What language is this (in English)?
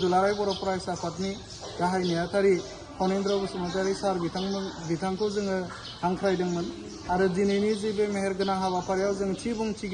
Bodo